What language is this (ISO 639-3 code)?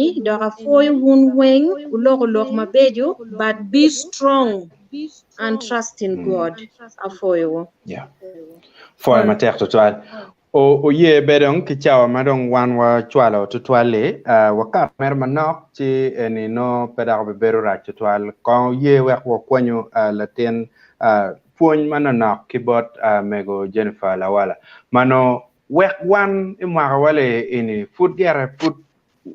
ach